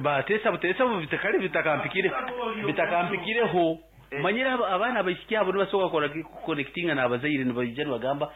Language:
Nyankole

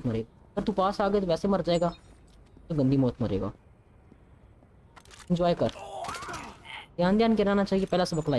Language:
Hindi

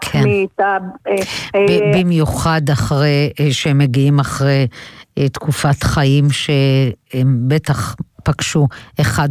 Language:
Hebrew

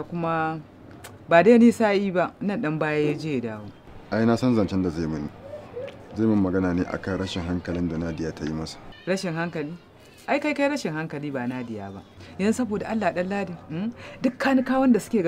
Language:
Hausa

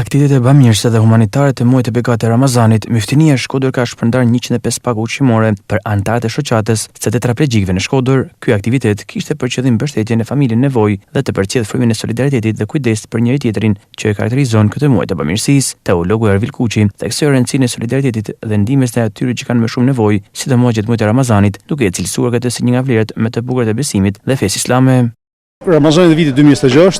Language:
Albanian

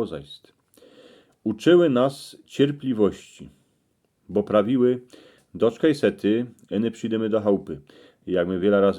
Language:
Silesian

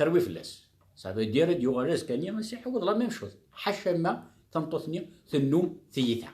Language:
Kabyle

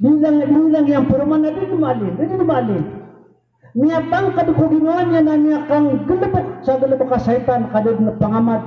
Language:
Maranao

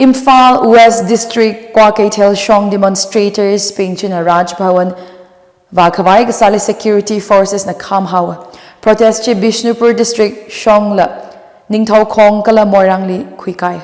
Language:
Tangkhul Naga (India)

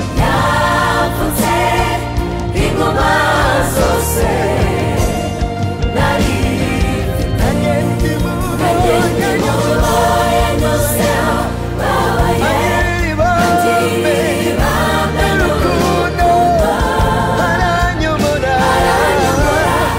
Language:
Kinyarwanda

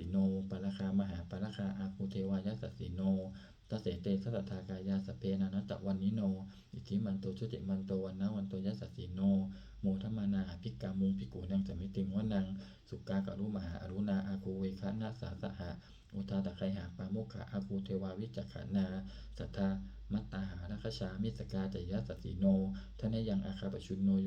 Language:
Pali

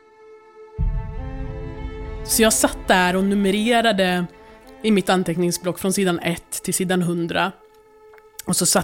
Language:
Swedish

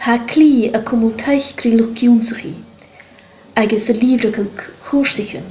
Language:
Scottish Gaelic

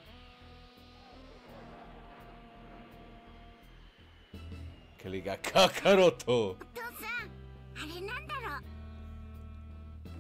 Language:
Spanish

